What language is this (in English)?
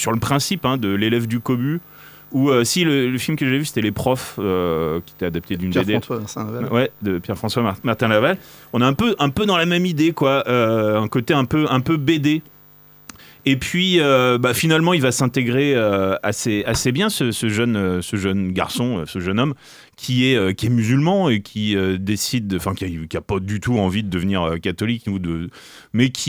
French